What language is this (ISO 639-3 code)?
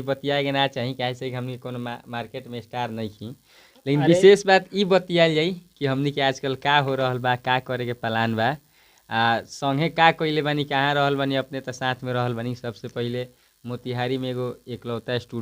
bho